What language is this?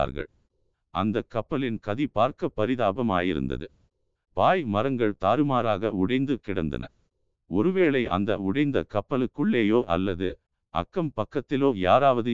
Tamil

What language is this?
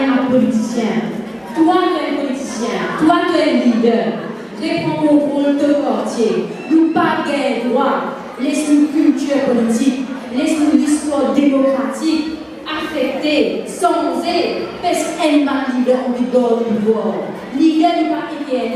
Morisyen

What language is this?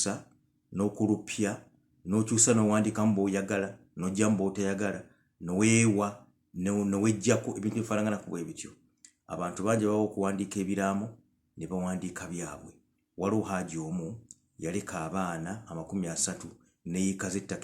Ganda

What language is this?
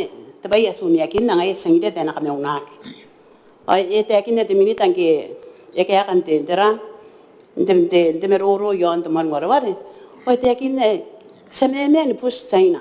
Gilbertese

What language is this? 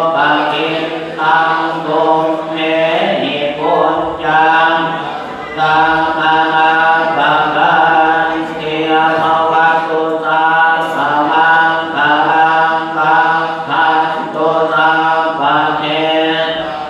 Pali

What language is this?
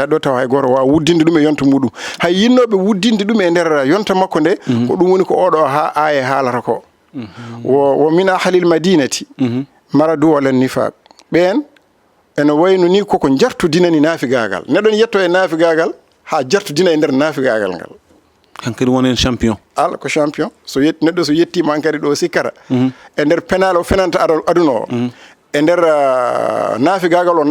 Fula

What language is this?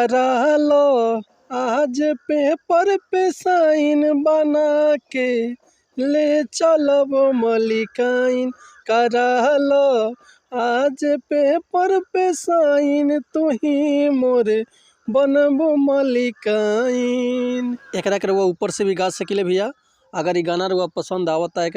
Bhojpuri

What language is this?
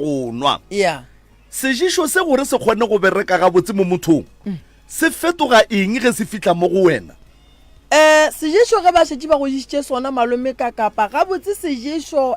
Northern Sotho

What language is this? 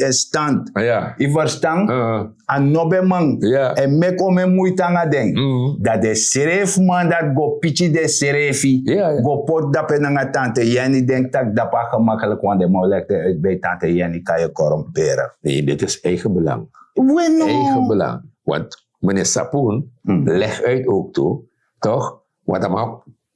Sranan Tongo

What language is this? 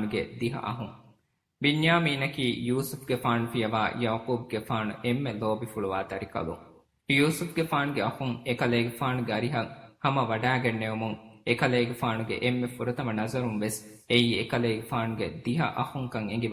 Divehi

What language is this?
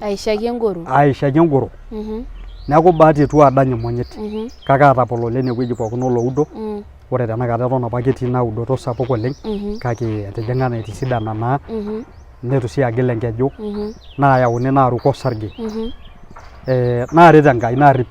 Masai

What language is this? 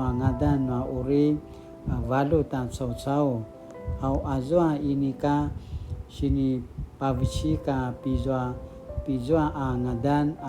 Paiwan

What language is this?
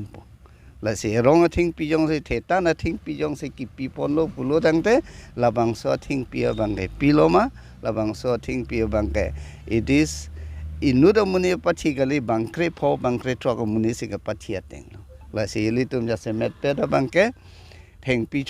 Karbi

